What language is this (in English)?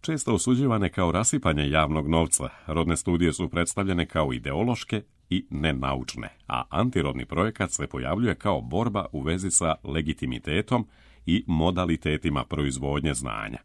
Serbian